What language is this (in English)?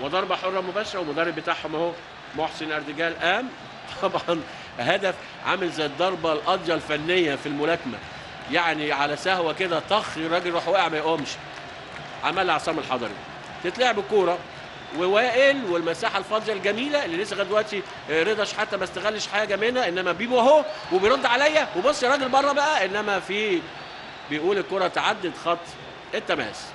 Egyptian Arabic